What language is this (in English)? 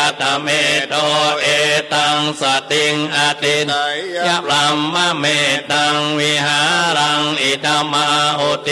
Pali